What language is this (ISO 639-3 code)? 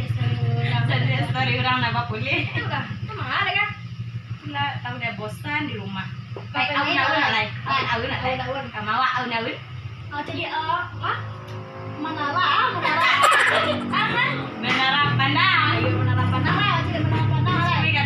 min